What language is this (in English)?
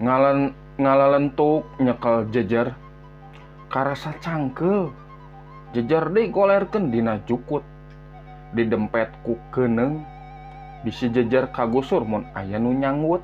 Sundanese